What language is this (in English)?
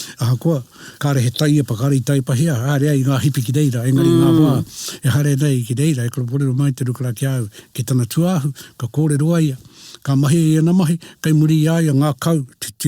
Māori